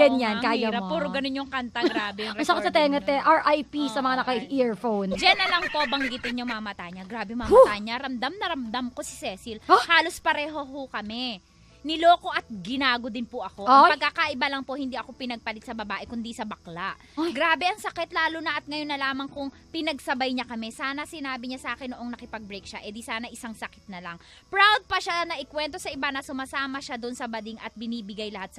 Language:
Filipino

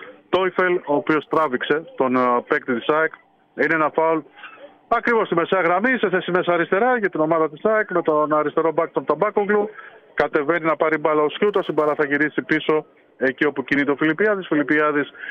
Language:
Greek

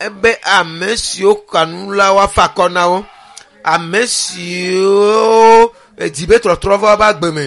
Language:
Ewe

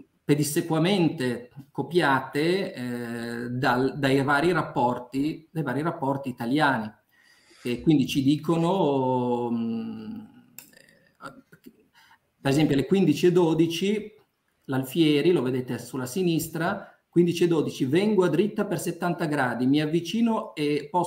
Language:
Italian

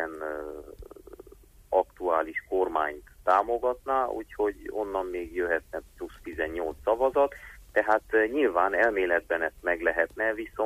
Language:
Hungarian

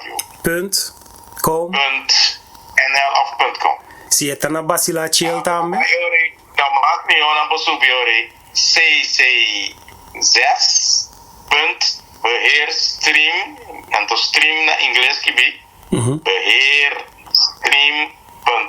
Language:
Papiamento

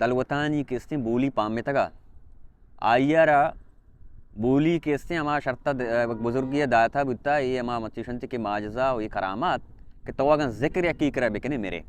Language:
Baluchi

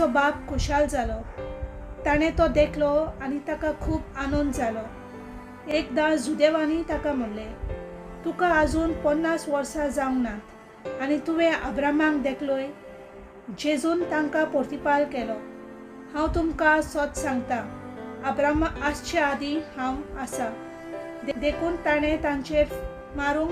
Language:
Konkani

